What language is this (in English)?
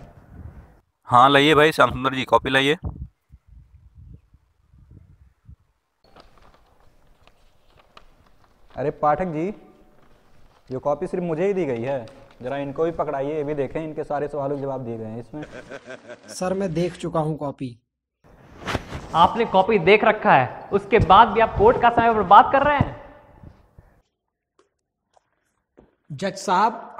Hindi